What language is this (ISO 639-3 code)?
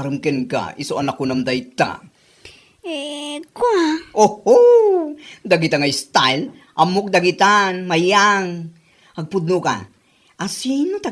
ilo